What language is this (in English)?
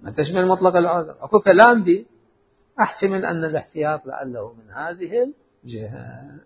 Mesopotamian Arabic